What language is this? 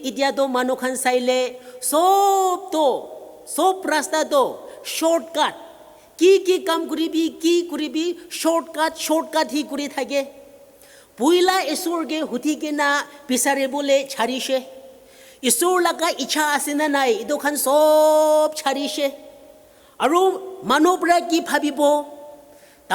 Naga Pidgin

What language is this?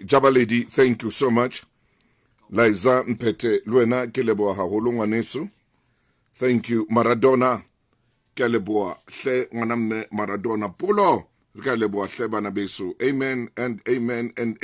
Southern Sotho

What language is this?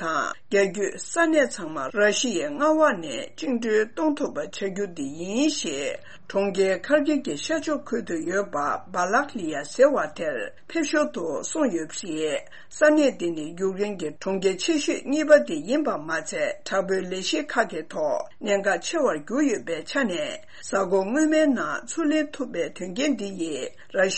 Tibetan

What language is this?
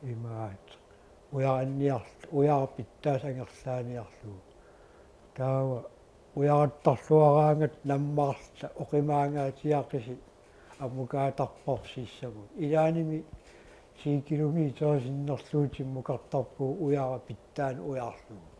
Kalaallisut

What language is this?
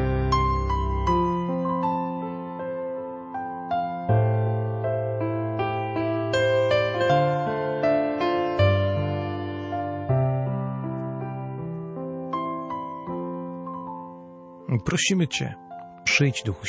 Polish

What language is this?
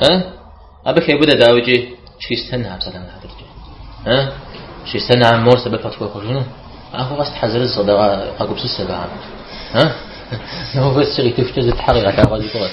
Kabardian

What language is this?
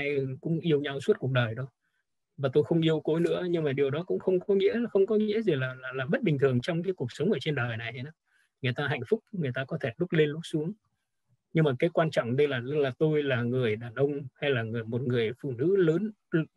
Vietnamese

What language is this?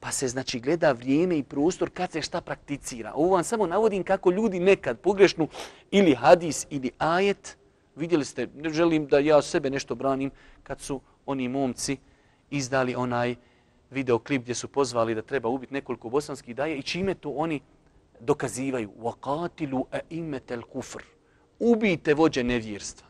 Bosnian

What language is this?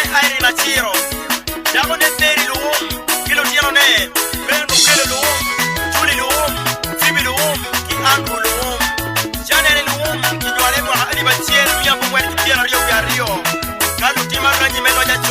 Acoli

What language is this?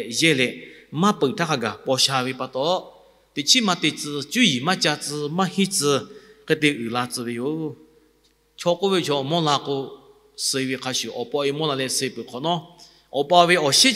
Lahu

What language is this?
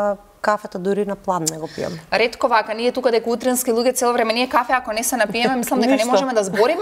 Macedonian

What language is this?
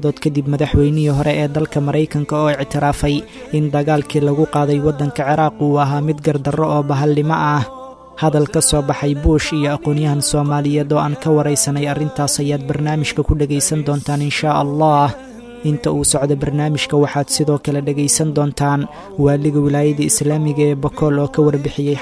Somali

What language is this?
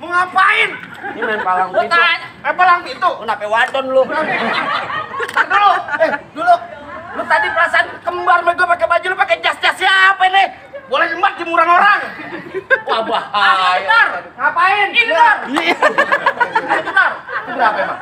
Betawi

